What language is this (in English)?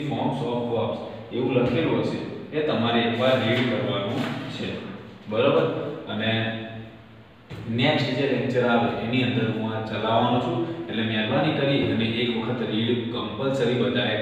Gujarati